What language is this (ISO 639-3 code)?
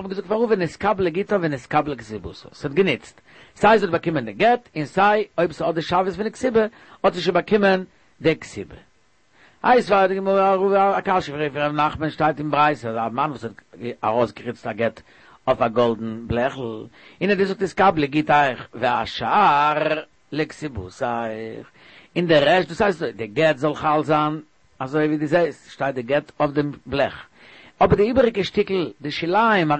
yid